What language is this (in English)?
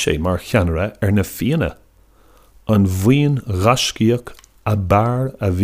Irish